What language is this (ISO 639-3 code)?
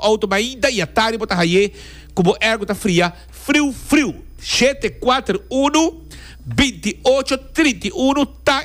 pap